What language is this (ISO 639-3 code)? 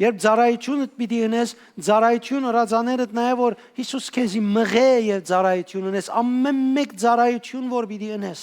hyw